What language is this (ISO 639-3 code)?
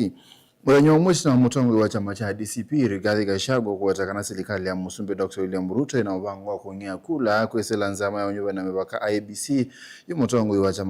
kam